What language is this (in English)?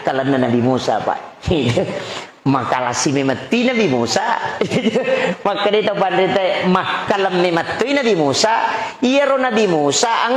Buginese